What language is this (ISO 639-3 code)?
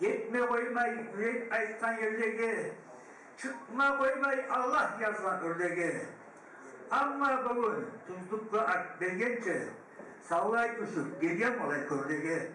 kum